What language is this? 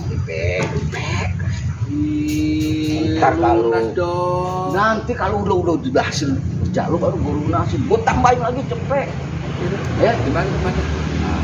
Betawi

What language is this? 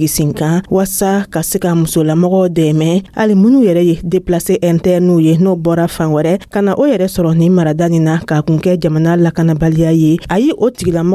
Dyula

